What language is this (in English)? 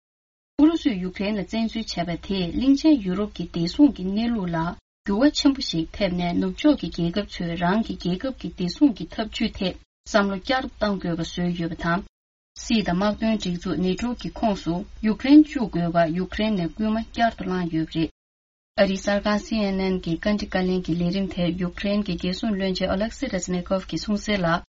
Tibetan